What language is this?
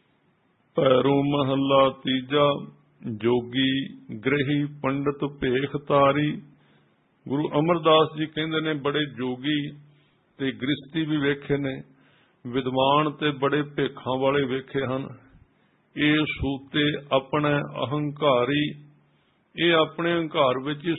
Punjabi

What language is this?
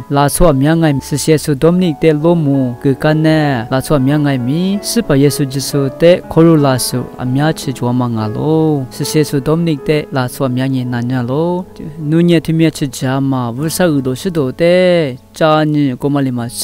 Lisu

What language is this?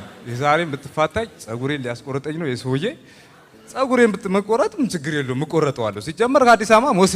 Amharic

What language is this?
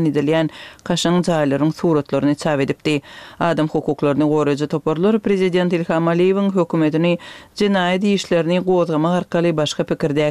Turkmen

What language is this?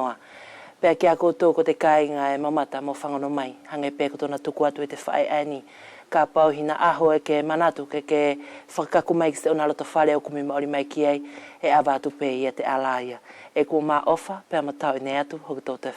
Wallisian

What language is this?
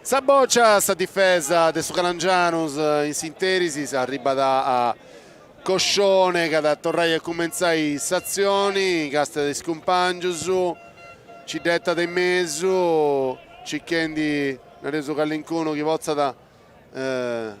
Sardinian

